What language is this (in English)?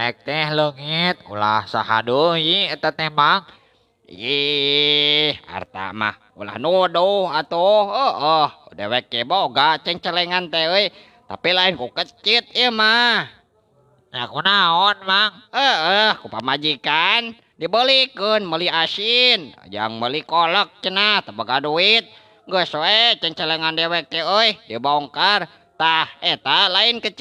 Sundanese